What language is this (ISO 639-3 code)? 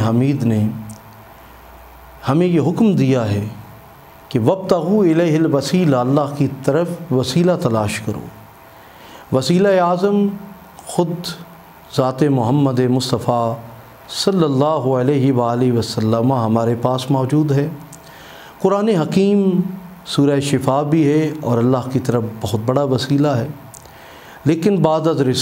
urd